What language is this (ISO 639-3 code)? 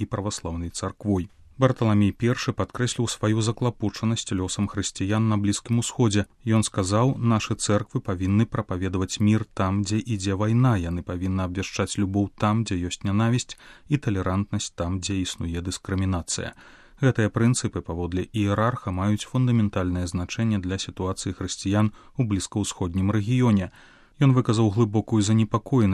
bel